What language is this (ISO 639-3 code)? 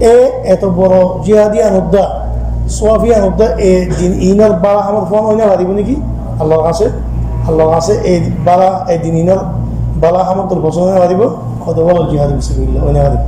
rhg